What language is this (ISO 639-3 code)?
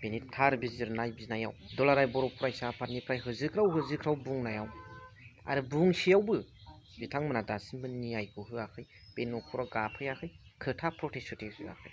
brx